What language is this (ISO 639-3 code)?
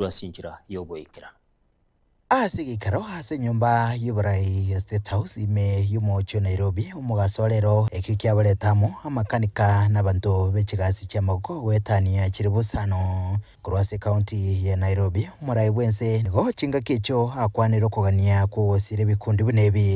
guz